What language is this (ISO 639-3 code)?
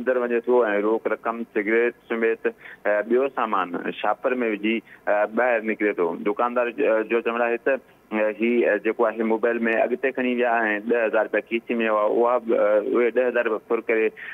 snd